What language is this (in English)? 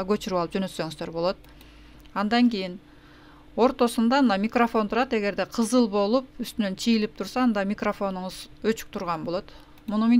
Kyrgyz